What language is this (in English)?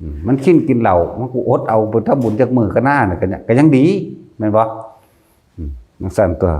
Northeastern Thai